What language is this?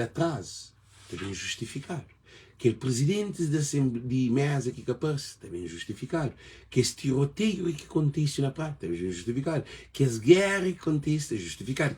Kabuverdianu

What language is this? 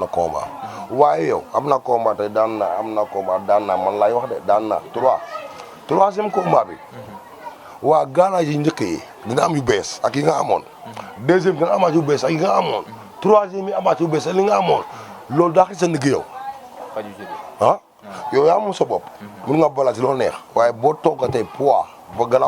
Wolof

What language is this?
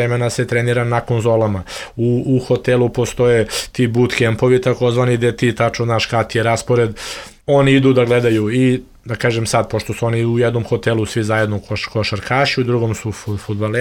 Serbian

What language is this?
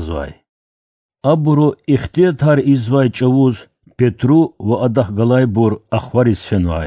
Lezghian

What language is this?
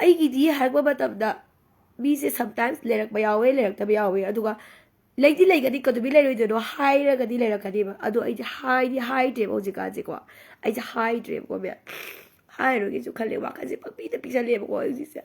Manipuri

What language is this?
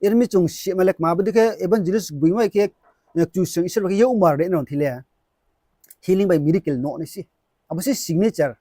Riang (India)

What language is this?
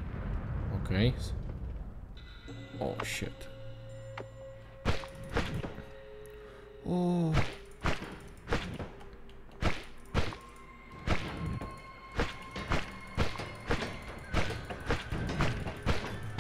Polish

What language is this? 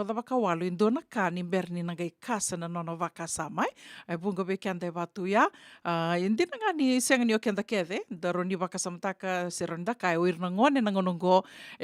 Fijian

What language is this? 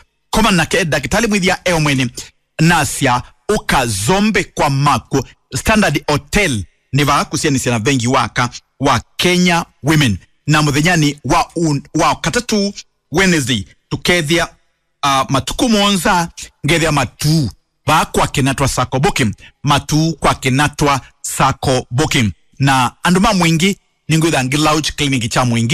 Kamba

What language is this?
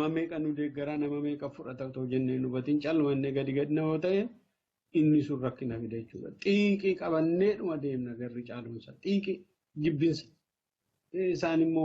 Oromo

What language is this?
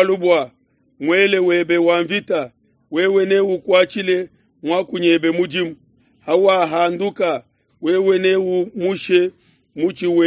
Luba-Lulua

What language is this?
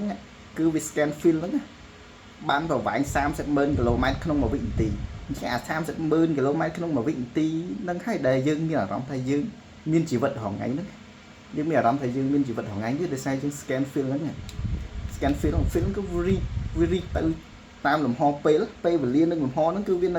Khmer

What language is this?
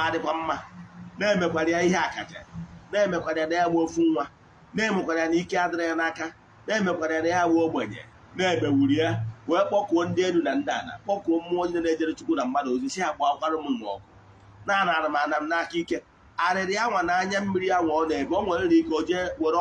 Igbo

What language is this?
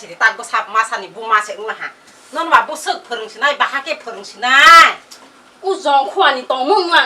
Kok Borok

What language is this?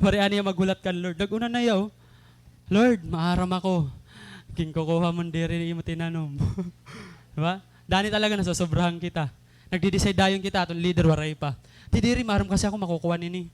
Waray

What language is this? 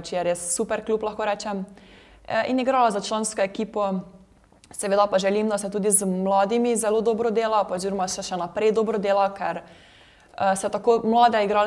Slovenian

